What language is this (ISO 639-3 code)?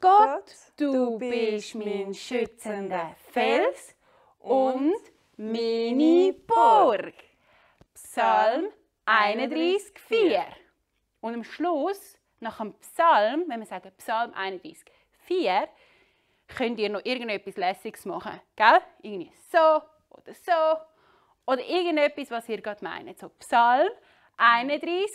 gsw